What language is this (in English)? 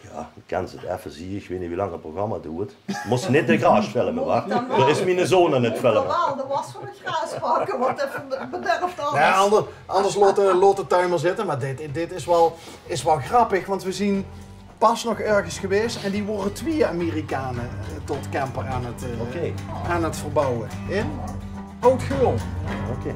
Limburgish